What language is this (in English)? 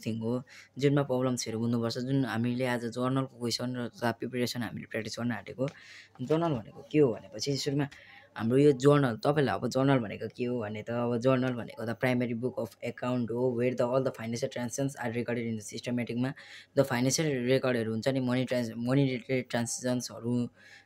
Nepali